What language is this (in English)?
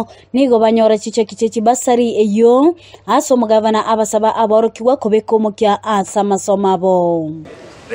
Gusii